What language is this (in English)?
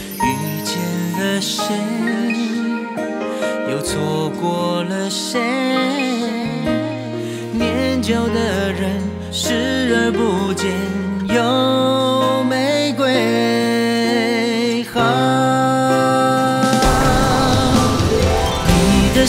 Chinese